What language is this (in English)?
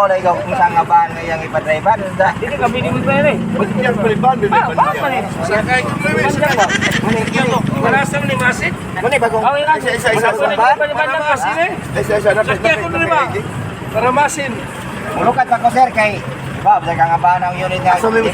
Cebuano